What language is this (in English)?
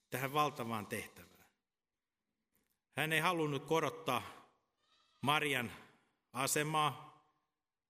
Finnish